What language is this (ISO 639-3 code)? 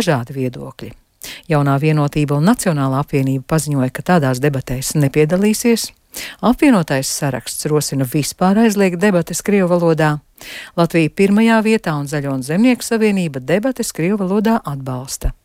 lav